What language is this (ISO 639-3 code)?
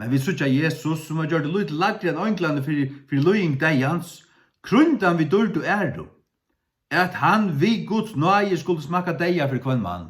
fao